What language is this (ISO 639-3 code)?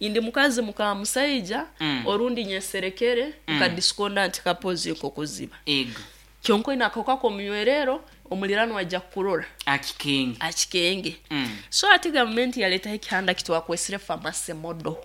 nyn